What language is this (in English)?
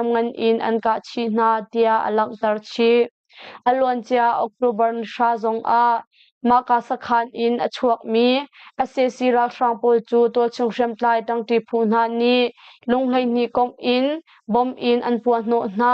Hakha Chin